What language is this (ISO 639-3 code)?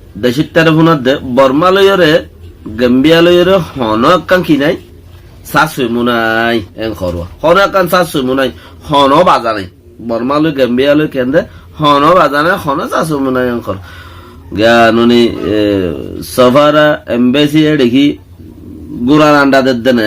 rhg